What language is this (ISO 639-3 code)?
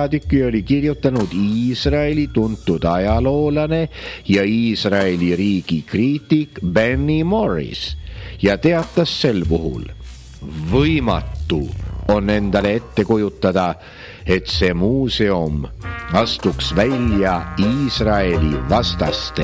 est